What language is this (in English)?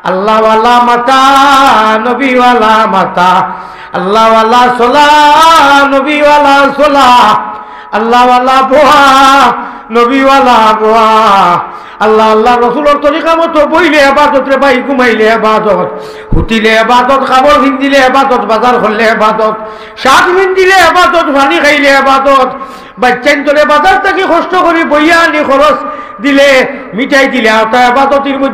Sylheti